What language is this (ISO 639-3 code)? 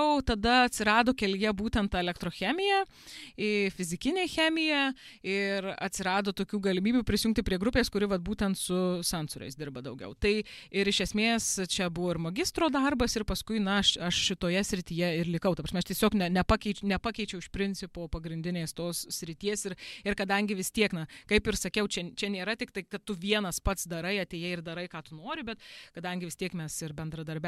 lit